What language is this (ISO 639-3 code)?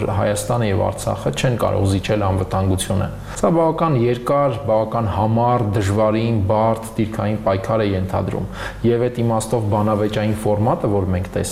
hye